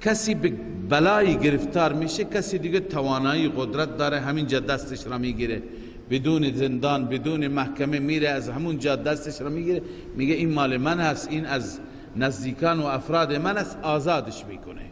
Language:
Persian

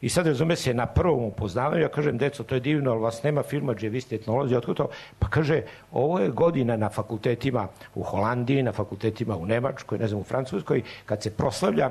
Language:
Serbian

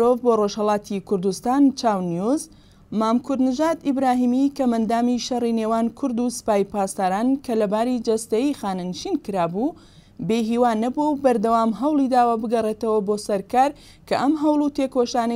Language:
Central Kurdish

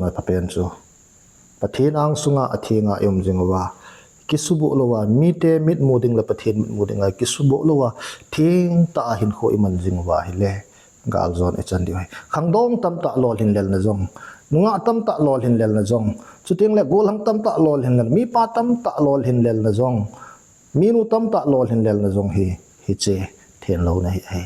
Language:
Thado Chin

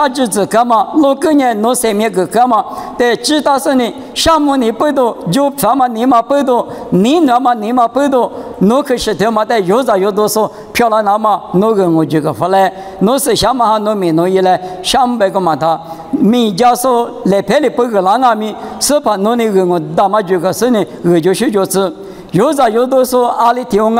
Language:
Lisu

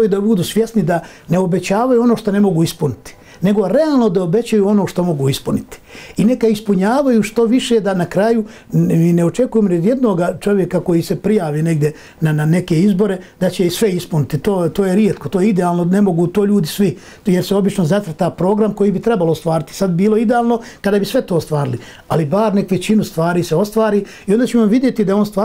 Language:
Bosnian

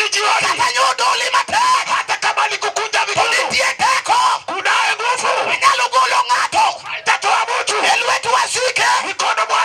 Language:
Luo (Kenya and Tanzania)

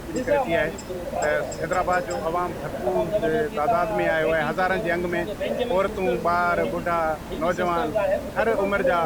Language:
Sindhi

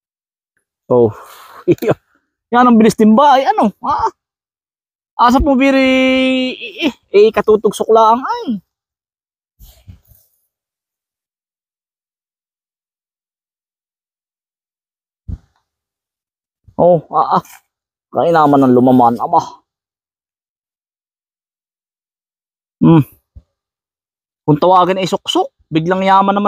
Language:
Filipino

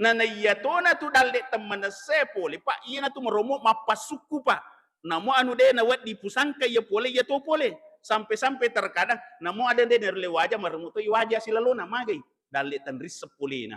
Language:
Buginese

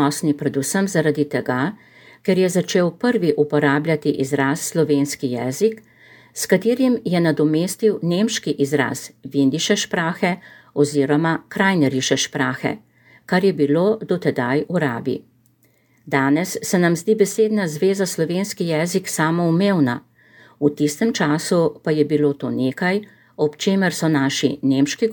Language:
Slovenian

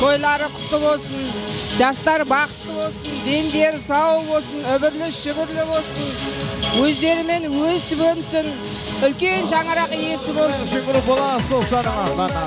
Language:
Kara-Kalpak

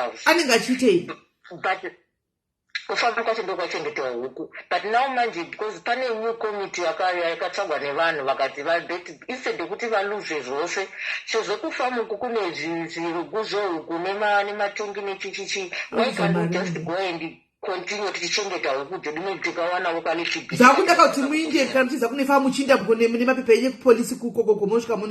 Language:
Shona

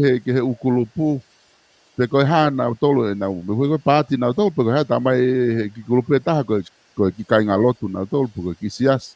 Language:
Tongan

